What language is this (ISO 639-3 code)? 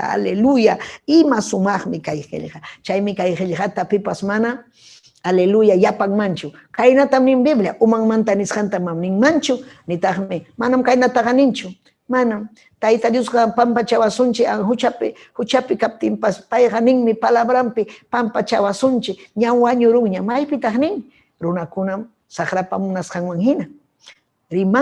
quy